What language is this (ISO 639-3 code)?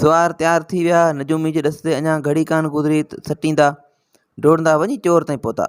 snd